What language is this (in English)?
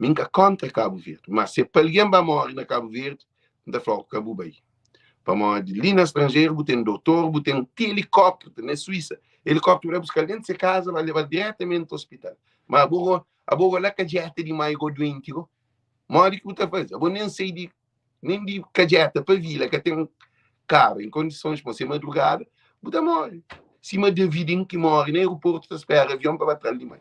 Kabuverdianu